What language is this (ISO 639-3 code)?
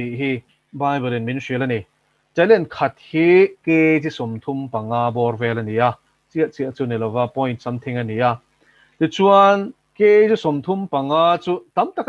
lus